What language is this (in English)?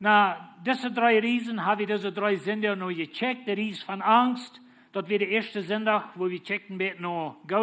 Plautdietsch